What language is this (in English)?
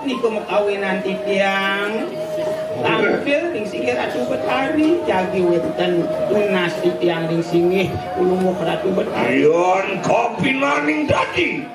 Balinese